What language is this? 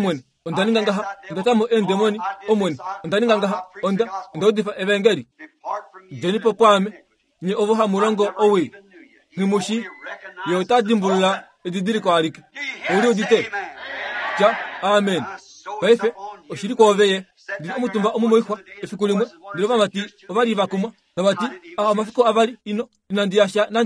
Kuanyama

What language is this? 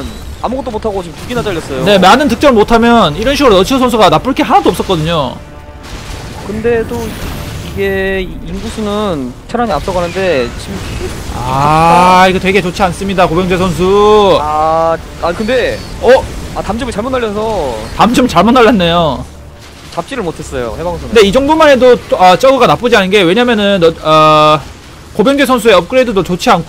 Korean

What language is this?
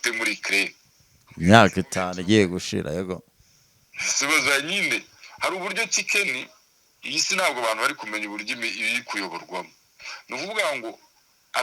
Kinyarwanda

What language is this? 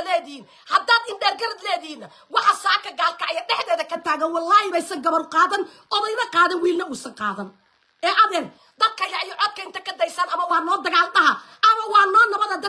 Somali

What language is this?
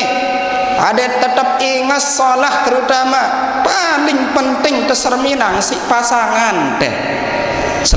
Sasak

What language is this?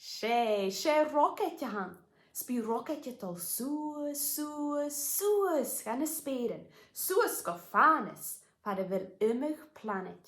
Scottish Gaelic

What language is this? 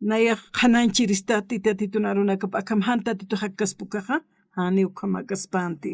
Aymara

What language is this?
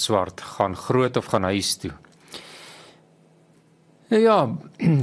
Afrikaans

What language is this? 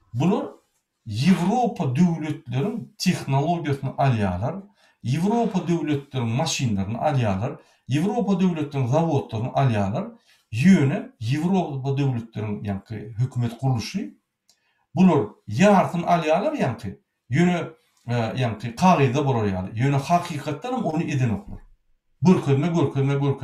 Turkmen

